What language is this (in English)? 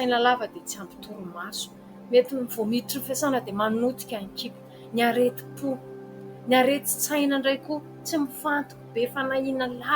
Malagasy